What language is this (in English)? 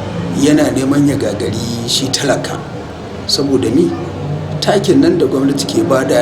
Hausa